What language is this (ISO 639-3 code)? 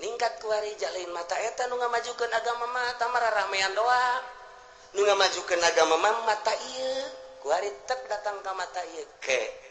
sun